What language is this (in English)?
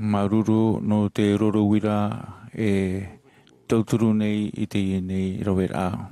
Tahitian